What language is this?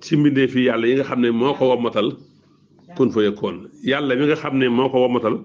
Wolof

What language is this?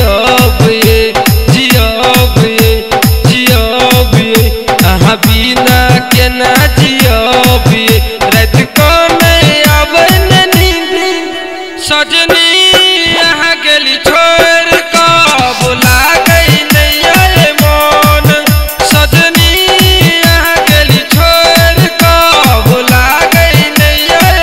Maithili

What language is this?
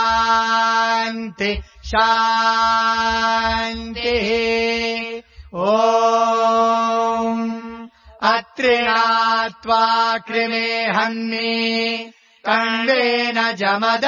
Sanskrit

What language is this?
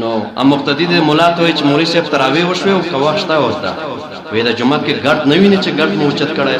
Pashto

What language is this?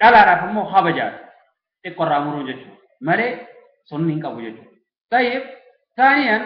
Oromo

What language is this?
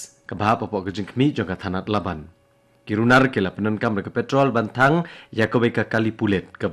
Khasi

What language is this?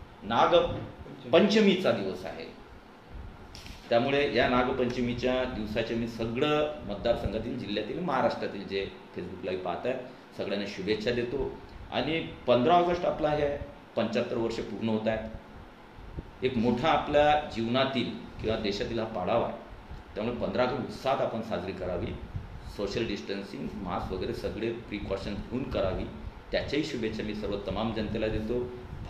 Marathi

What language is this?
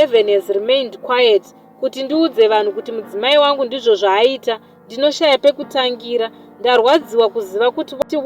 Shona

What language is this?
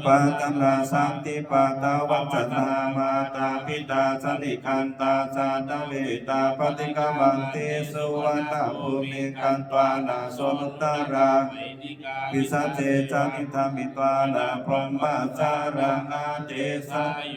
Pali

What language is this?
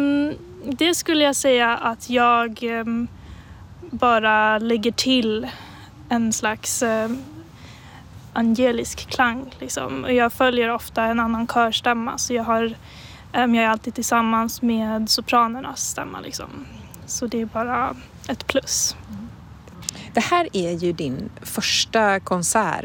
Swedish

